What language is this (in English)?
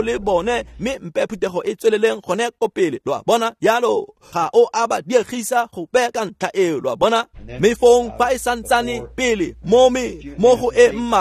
Tswana